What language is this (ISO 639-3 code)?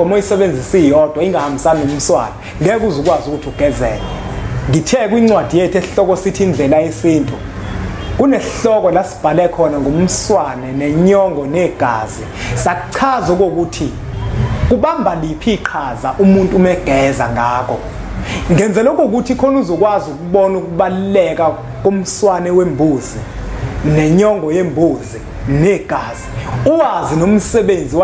zul